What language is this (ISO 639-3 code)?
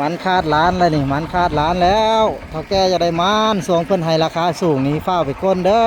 lao